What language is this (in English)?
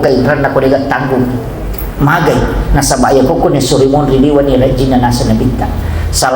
Buginese